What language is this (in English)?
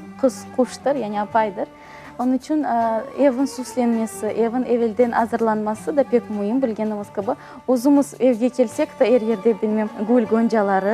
Crimean Tatar